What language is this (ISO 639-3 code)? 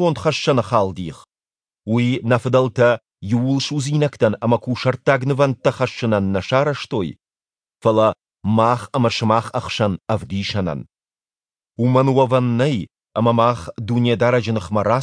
oss